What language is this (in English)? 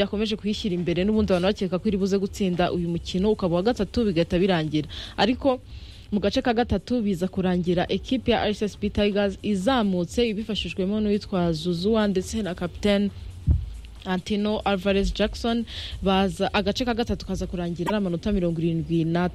Kinyarwanda